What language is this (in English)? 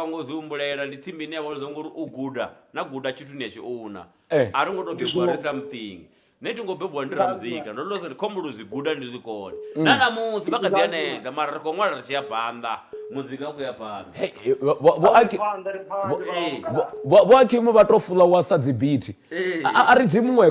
Venda